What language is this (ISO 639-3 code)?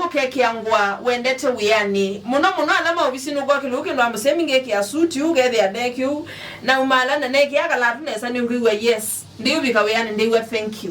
kam